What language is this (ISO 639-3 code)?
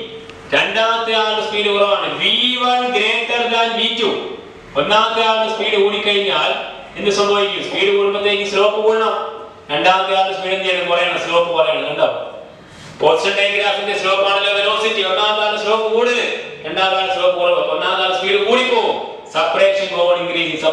mal